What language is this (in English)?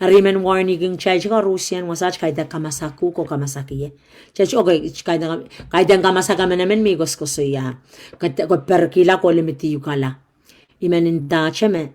Pohnpeian